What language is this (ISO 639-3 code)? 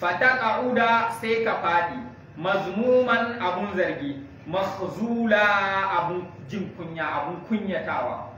hau